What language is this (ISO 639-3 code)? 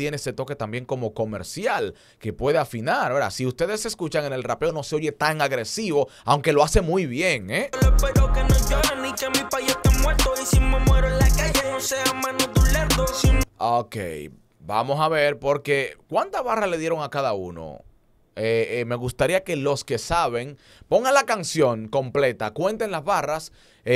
spa